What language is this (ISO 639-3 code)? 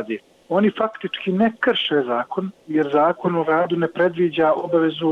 bos